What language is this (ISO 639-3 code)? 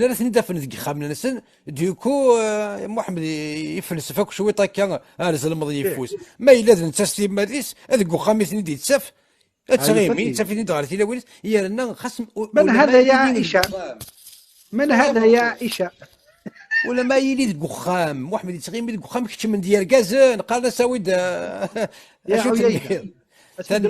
kab